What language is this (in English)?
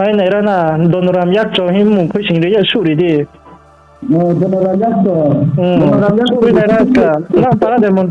Riang (India)